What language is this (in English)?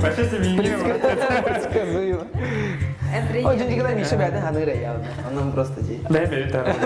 Yakut